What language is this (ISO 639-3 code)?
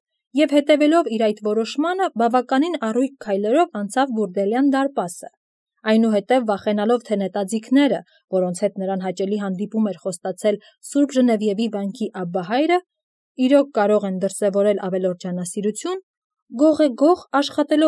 hye